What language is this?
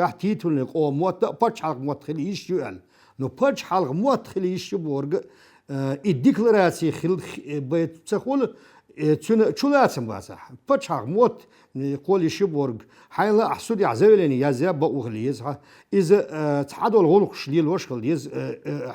Chechen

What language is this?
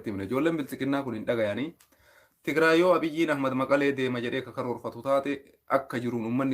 Oromo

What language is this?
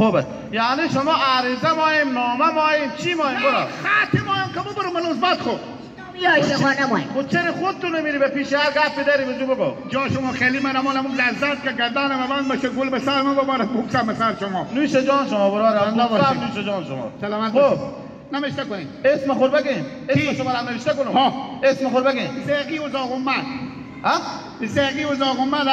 Hazaragi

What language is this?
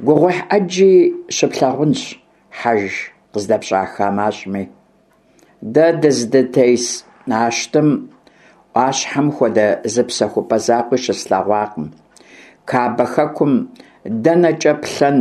Kabardian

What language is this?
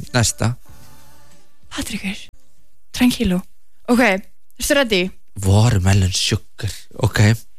Icelandic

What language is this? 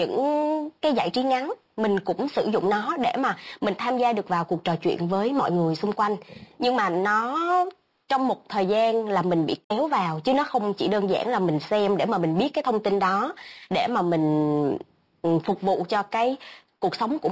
Vietnamese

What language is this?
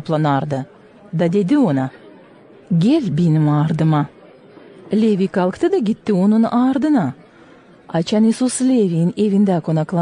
Gagauz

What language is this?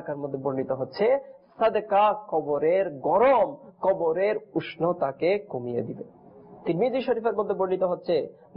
Bangla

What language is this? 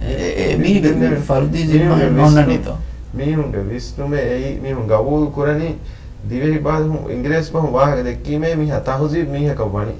Divehi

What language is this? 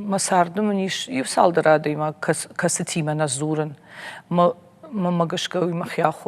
Ossetic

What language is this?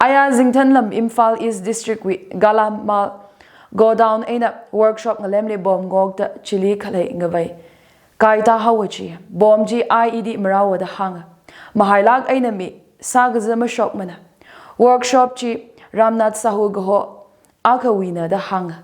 Tangkhul Naga (India)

